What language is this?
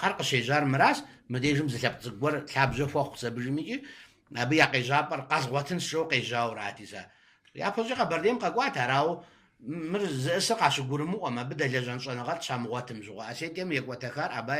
Kabardian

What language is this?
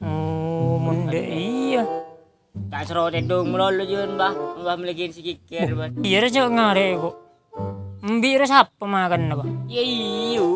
Madurese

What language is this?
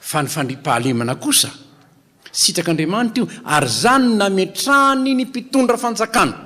Malagasy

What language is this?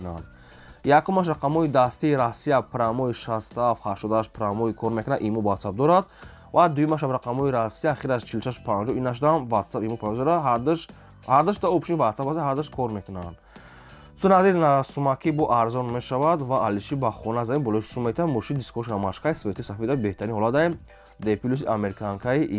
Tajik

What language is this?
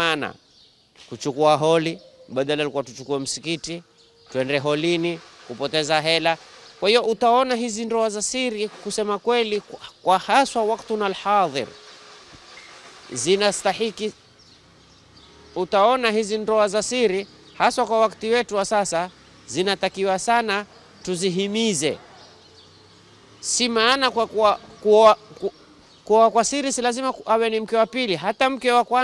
Swahili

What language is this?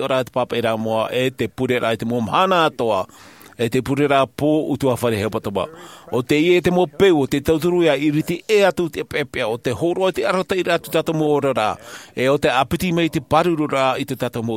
Tahitian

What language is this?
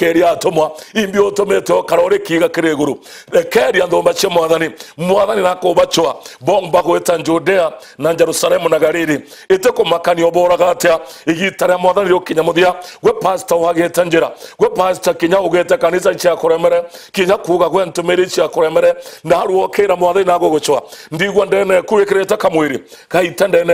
Meru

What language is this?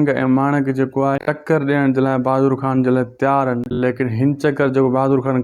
Sindhi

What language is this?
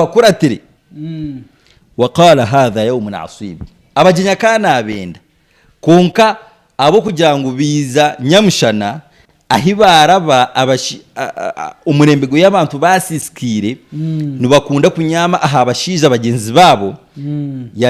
Nyankole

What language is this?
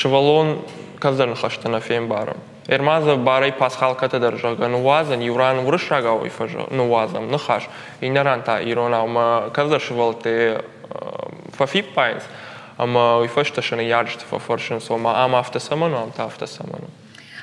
Ossetic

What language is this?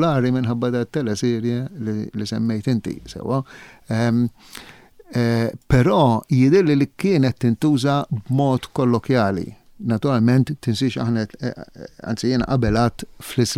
Maltese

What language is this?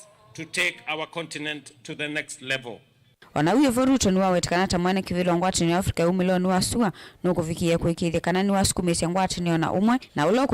Kamba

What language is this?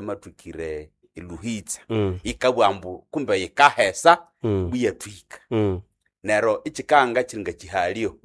Nande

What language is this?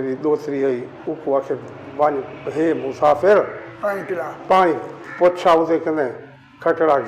Saraiki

